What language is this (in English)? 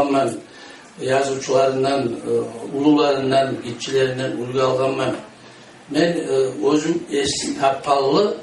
Kumyk